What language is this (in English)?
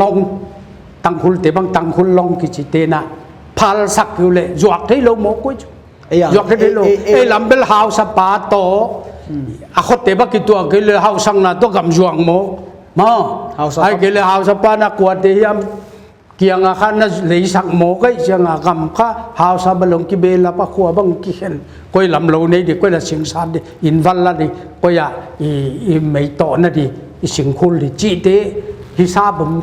Paite Chin